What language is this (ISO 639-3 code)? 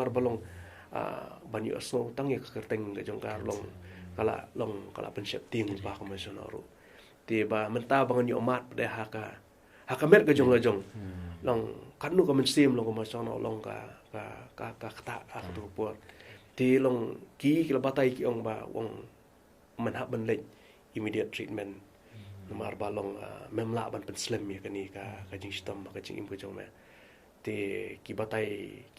kha